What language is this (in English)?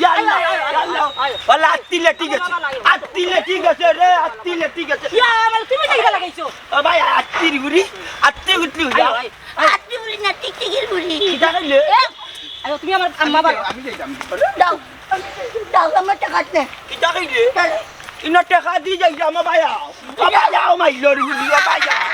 Sylheti